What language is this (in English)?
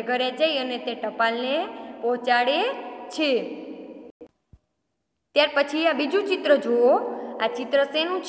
Gujarati